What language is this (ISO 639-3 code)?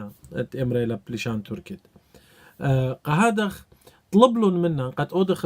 aii